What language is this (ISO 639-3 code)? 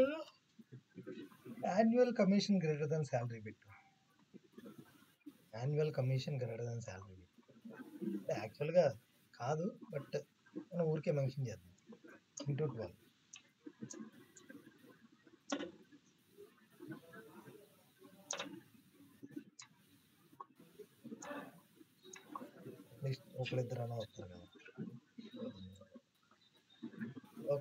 tel